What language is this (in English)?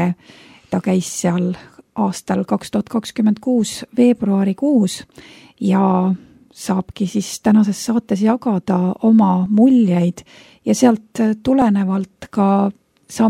Estonian